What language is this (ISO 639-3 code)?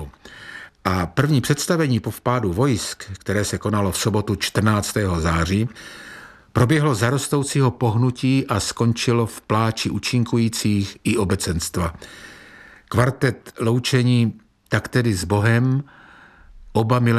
ces